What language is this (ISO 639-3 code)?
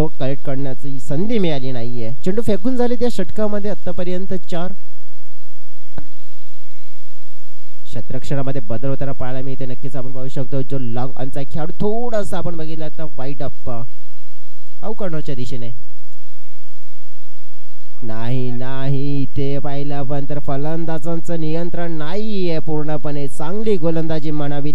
mar